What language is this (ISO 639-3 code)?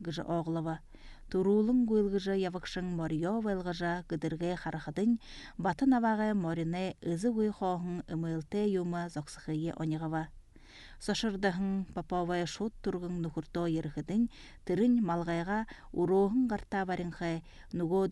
bua